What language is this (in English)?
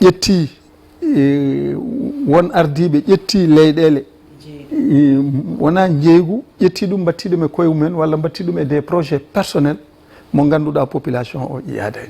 Fula